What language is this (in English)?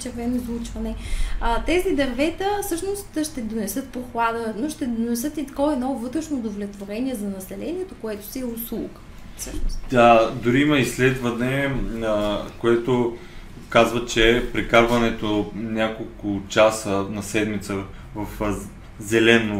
Bulgarian